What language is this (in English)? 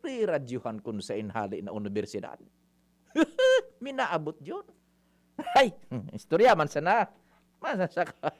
Bikol